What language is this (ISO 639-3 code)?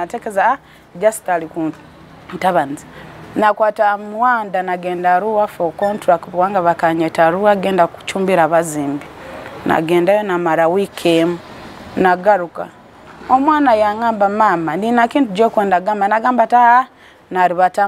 nyo